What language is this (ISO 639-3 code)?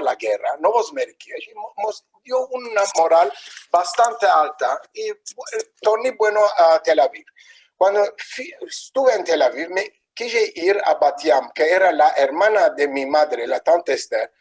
lad